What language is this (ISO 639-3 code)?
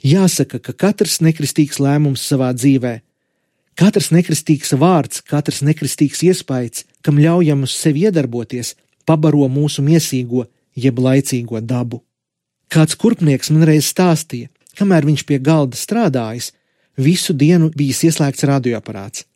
lav